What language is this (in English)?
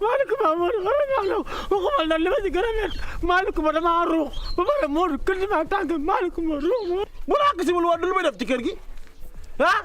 Wolof